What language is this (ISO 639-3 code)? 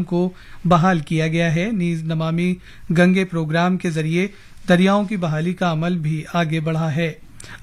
urd